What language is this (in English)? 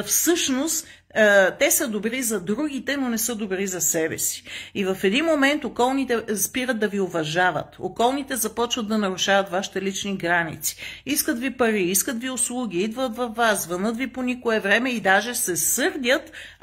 Bulgarian